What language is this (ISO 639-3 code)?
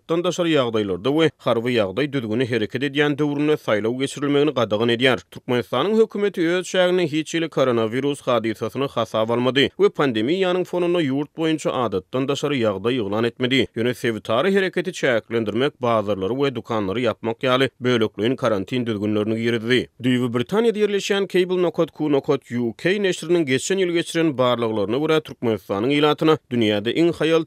tuk